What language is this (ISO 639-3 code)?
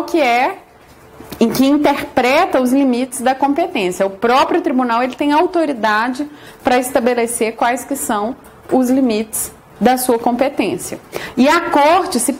por